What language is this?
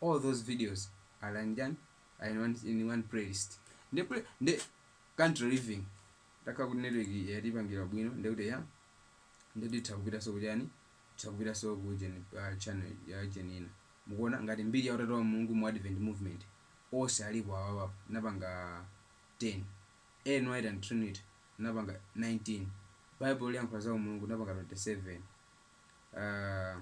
Nyanja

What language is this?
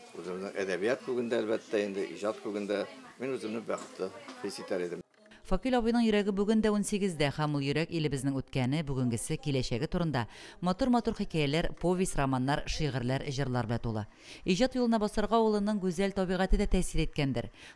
Tatar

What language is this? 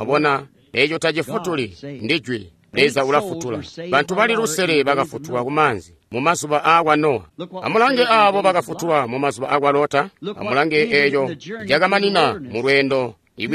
Tonga (Zambia)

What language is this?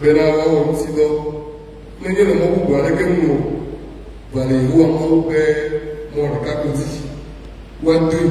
Ewe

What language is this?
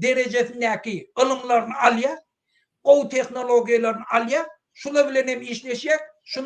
Turkmen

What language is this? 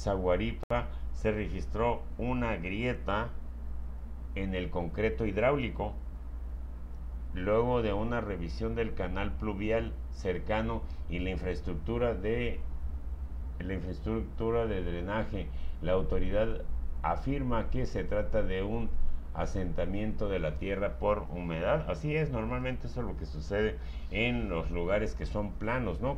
Spanish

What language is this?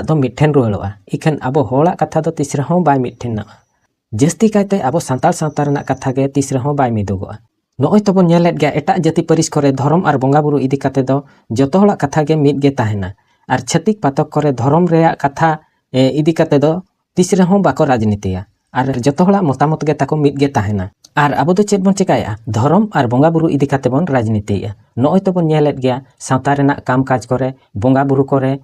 Santali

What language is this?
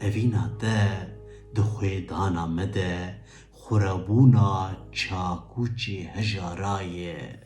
Kurdish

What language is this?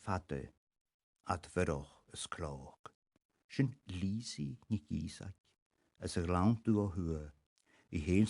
Scottish Gaelic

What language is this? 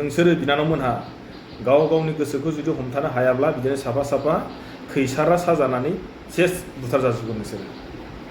Bodo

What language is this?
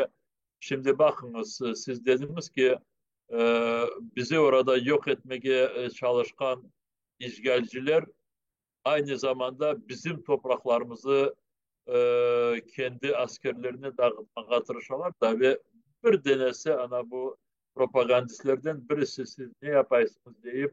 Crimean Tatar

